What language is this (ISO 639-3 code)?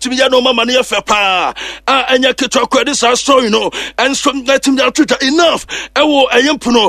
aka